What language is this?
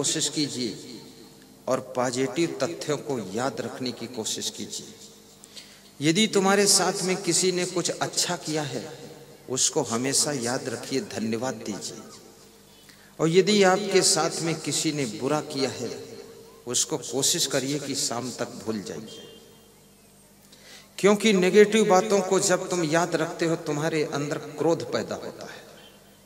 Hindi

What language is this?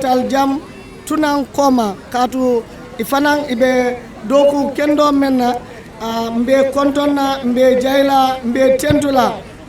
Fula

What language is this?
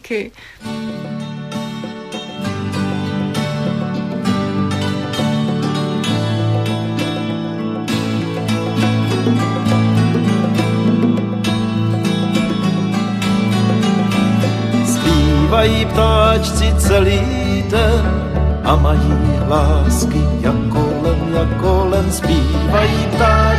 Czech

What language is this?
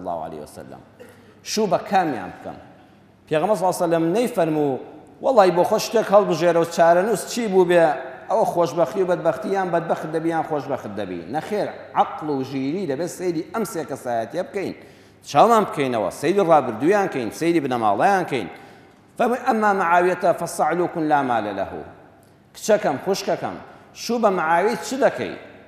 Central Kurdish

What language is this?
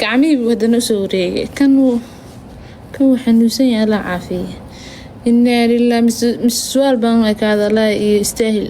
Somali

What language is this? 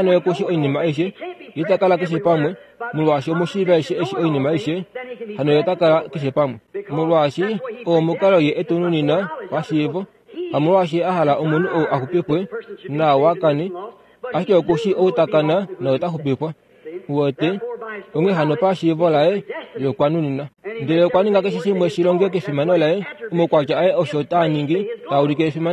Kuanyama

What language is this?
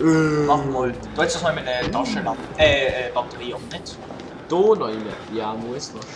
Swiss German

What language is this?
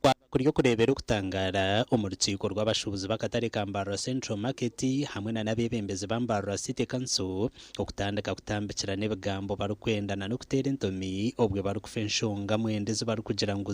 Nyankole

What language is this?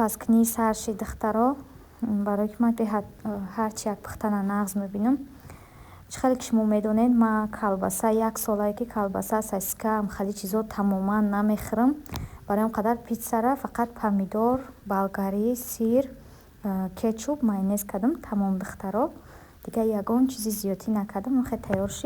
Tajik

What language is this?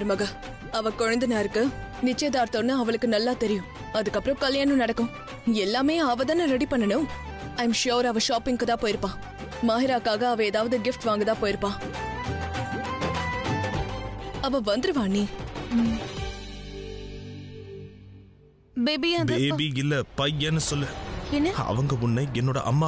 Tamil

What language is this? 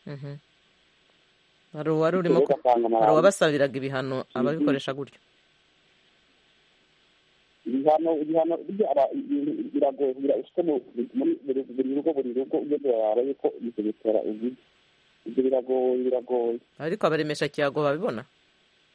Kinyarwanda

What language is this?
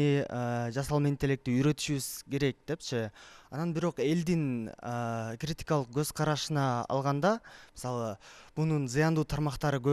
Kyrgyz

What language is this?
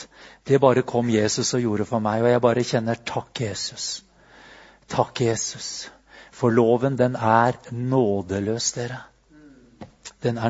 Norwegian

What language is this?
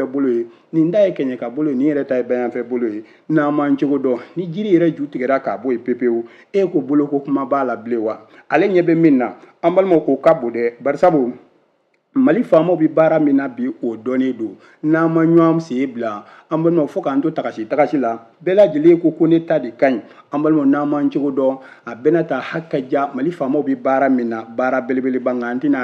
Bambara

